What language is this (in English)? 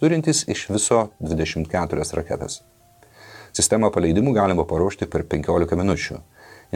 Lithuanian